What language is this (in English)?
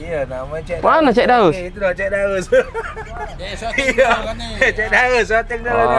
Musi